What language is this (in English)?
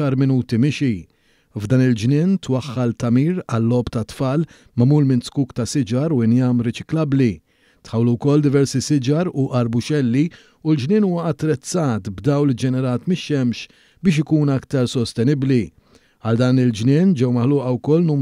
Maltese